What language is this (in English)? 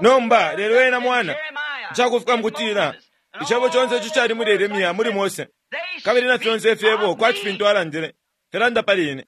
Bemba